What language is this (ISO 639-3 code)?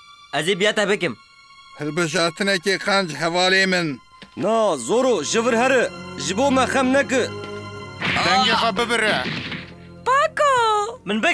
kur